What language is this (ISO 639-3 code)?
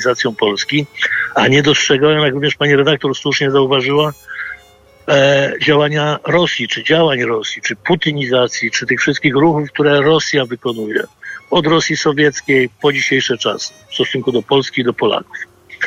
pol